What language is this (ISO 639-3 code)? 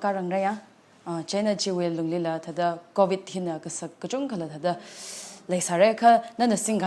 nmf